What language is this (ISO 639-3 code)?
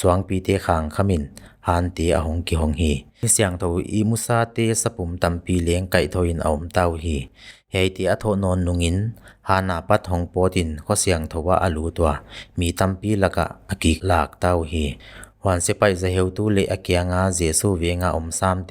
pck